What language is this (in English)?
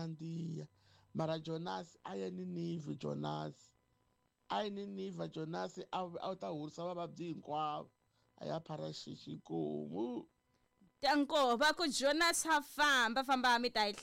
Tsonga